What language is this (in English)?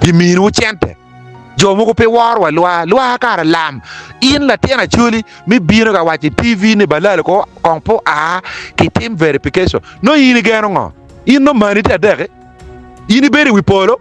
Acoli